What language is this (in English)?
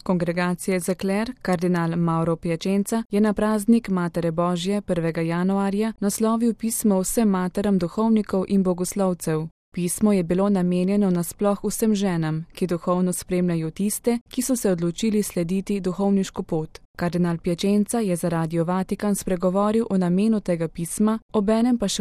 Slovenian